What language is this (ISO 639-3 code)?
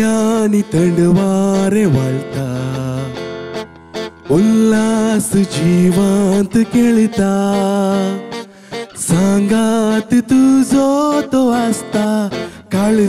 kok